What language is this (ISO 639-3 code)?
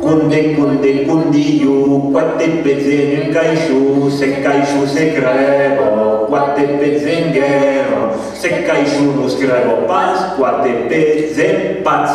oci